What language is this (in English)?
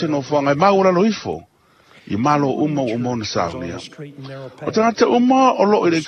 Samoan